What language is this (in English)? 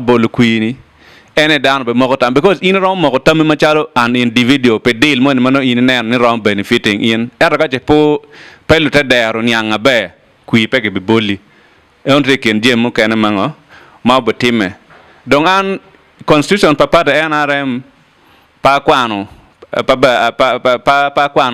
Acoli